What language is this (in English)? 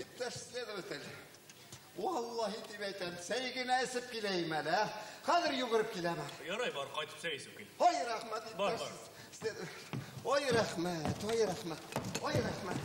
Bashkir